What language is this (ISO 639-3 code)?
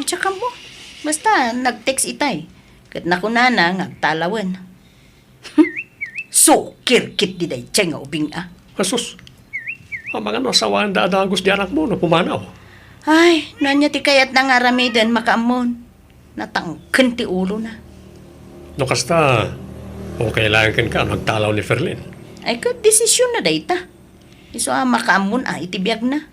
ilo